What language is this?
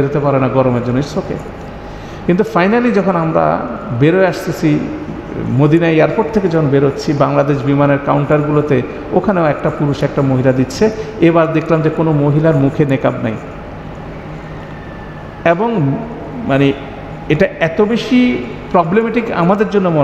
Bangla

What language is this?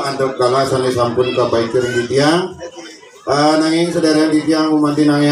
Balinese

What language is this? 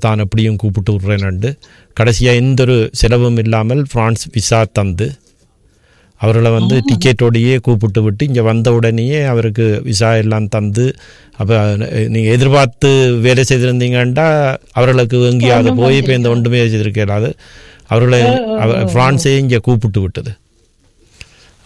Tamil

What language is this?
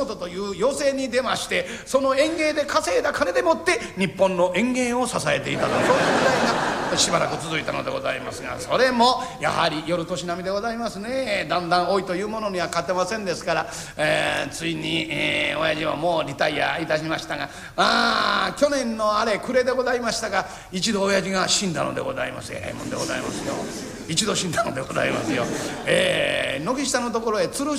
Japanese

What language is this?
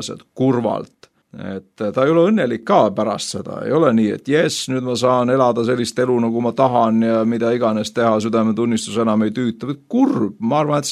Estonian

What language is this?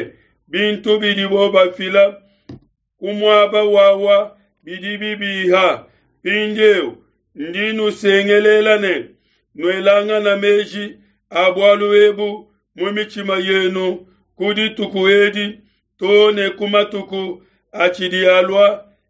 Luba-Lulua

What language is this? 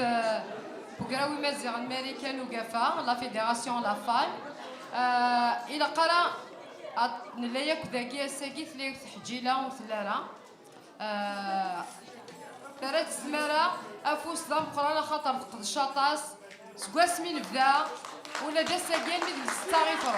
Kabyle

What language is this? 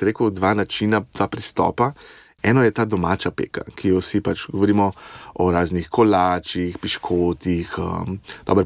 Slovenian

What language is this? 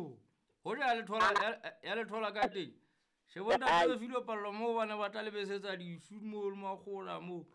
Southern Sotho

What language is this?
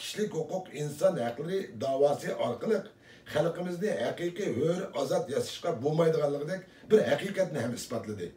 Uyghur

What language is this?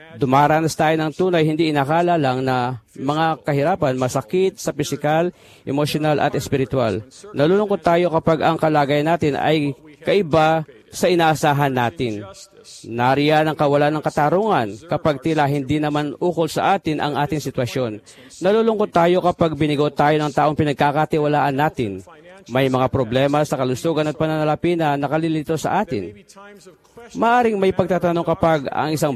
Filipino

